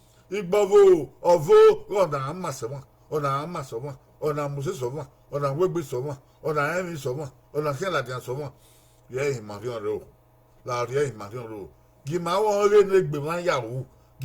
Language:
Bini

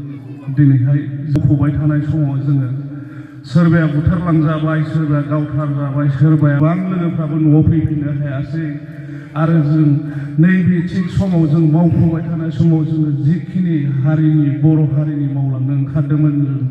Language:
Bodo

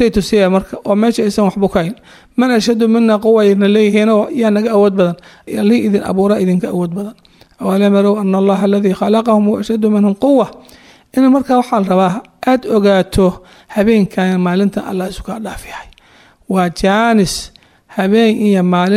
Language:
Somali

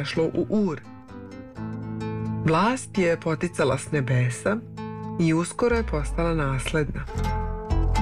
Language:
Serbian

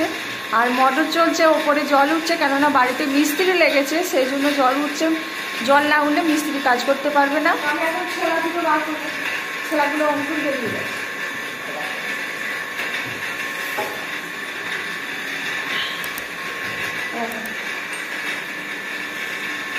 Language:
Bangla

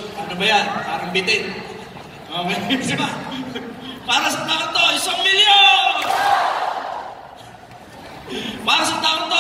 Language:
Filipino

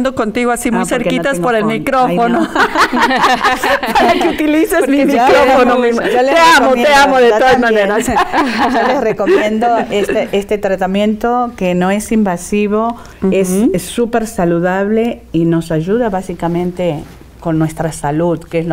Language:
Spanish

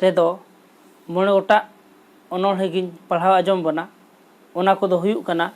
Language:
Santali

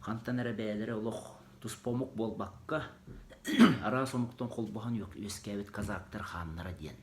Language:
Yakut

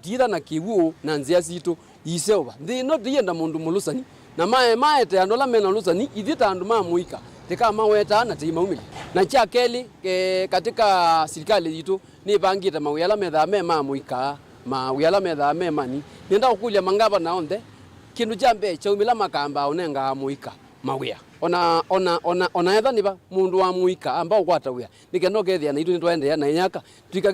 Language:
Kamba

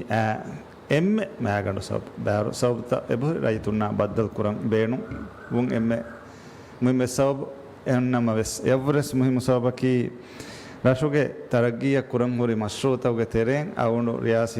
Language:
Divehi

